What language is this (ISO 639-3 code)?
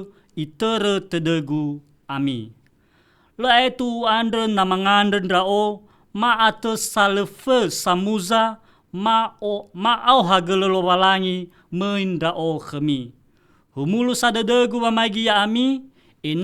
nia